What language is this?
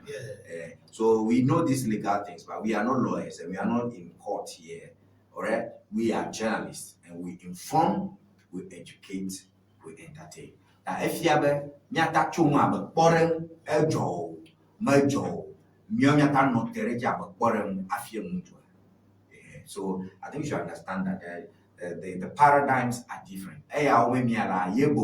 Ewe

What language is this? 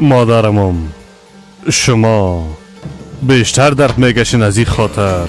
Persian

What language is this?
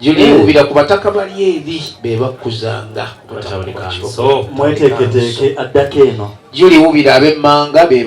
Ganda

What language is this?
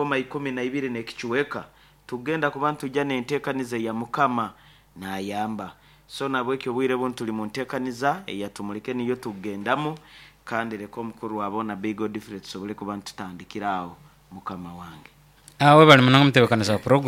Nyankole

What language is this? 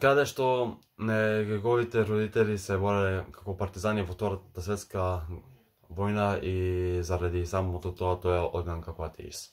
Macedonian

